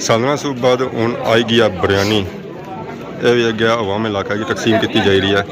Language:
Pahari-Potwari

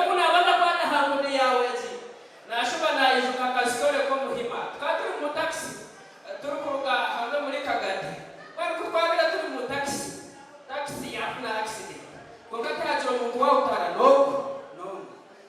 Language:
Nyankole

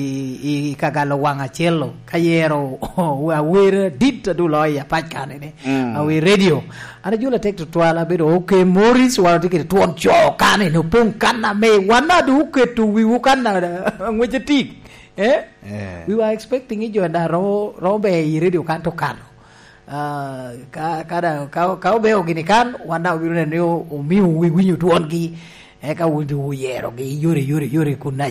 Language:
Lango (Uganda)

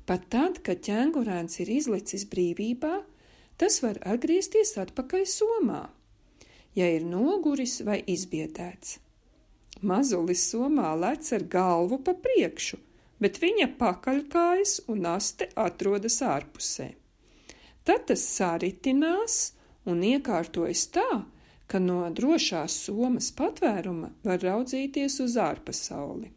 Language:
Latvian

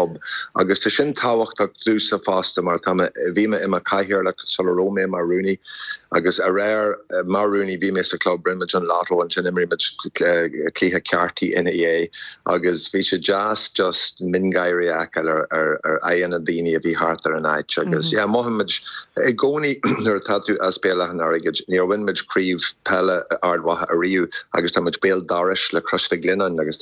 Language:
Irish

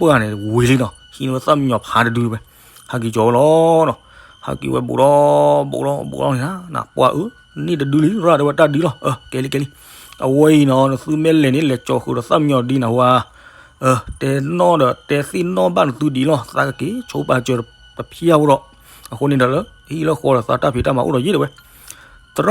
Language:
S'gaw Karen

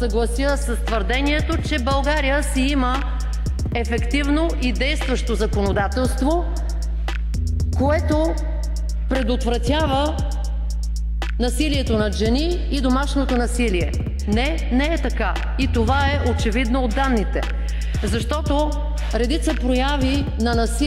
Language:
Bulgarian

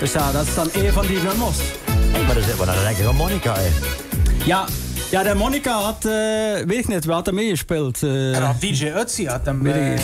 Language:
Limburgish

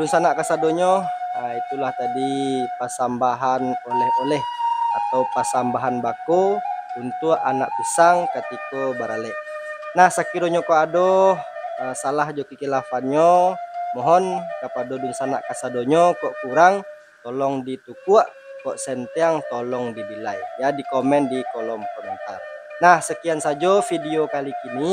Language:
Minangkabau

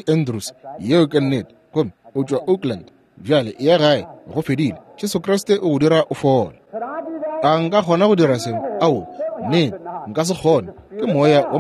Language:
Northern Sotho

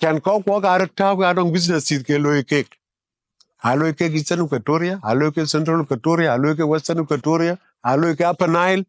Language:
Dinka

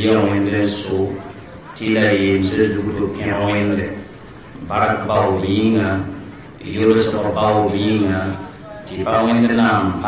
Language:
Mossi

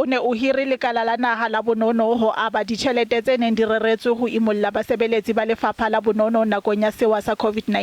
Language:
Southern Sotho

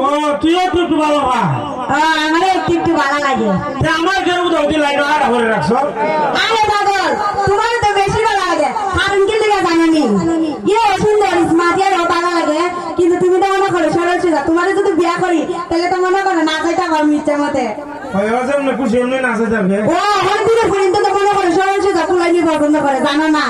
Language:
Sylheti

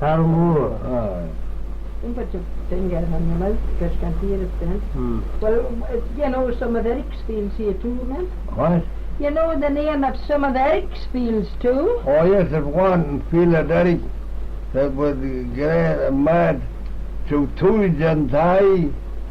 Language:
Manx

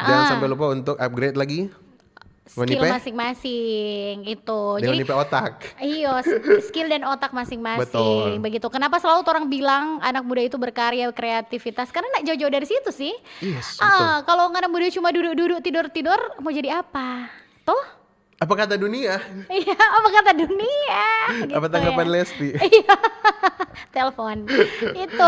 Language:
Manado Malay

